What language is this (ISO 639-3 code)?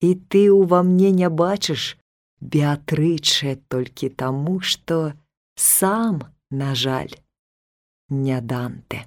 bel